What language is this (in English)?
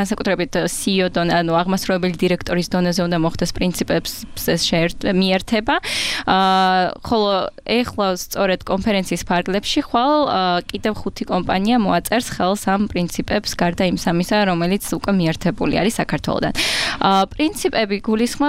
Georgian